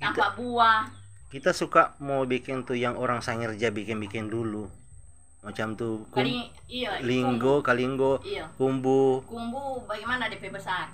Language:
Manado Malay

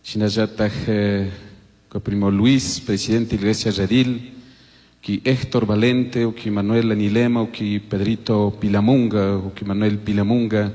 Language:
Chimborazo Highland Quichua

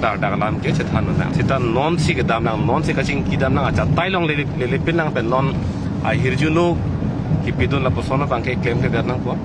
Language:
Karbi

